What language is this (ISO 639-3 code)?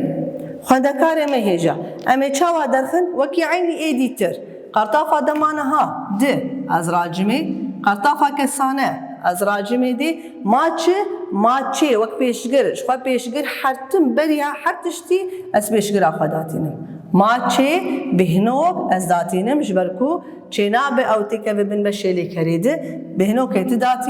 kur